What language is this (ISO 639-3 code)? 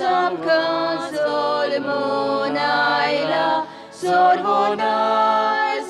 kok